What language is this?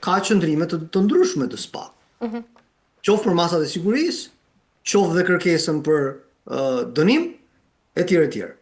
Albanian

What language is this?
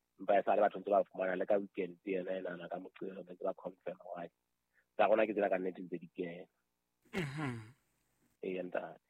Southern Sotho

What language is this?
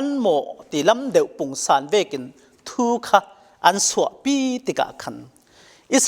Falam Chin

